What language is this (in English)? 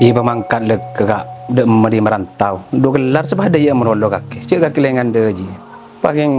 Madurese